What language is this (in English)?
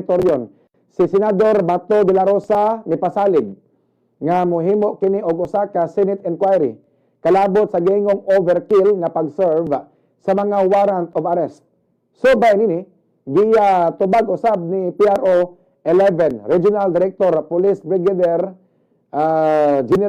Cebuano